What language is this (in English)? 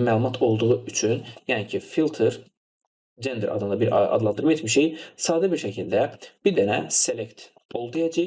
Azerbaijani